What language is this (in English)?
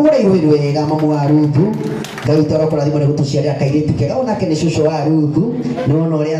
Kikuyu